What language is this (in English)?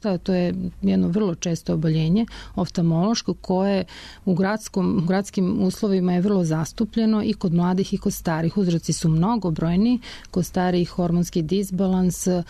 Serbian